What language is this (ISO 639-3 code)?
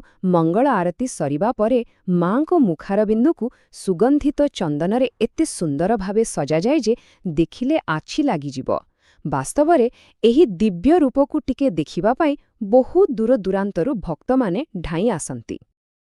ori